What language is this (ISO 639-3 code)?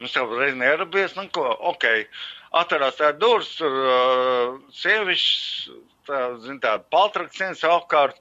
lav